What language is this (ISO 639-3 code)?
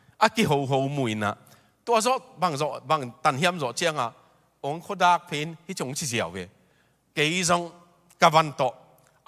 ctd